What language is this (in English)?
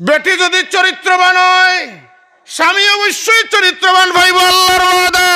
Sylheti